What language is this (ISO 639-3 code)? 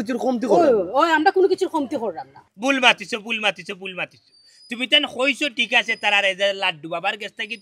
syl